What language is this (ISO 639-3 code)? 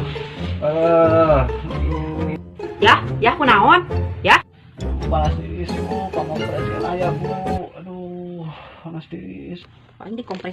sun